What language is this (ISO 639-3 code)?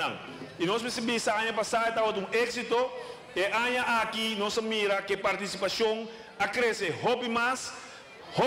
pap